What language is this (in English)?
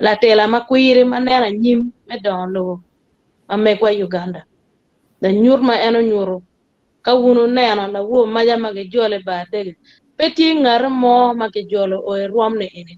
Acoli